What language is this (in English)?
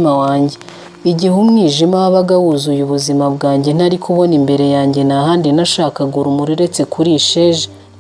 Kinyarwanda